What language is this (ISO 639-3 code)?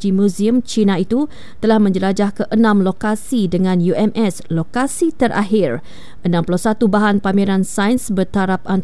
msa